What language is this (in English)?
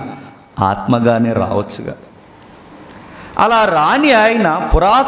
Telugu